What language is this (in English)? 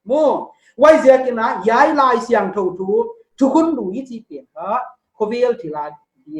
Paite Chin